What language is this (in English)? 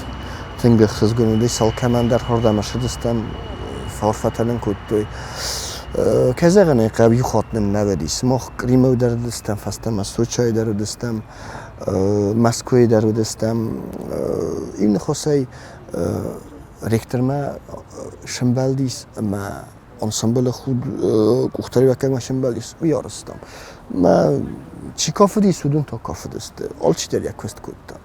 Ossetic